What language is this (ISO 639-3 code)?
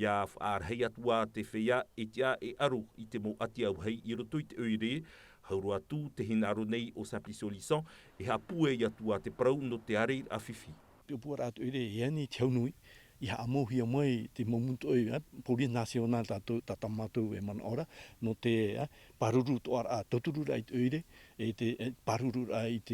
tah